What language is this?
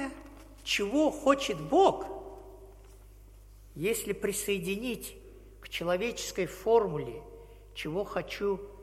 Russian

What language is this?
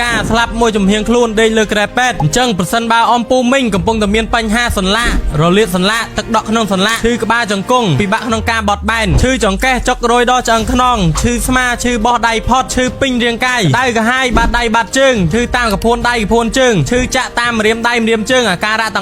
Khmer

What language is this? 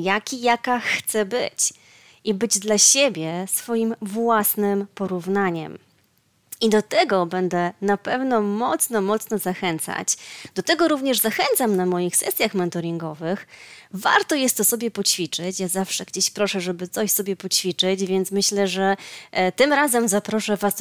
Polish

